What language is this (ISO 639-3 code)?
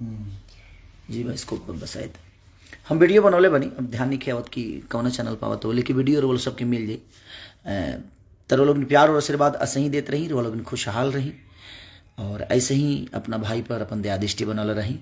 bho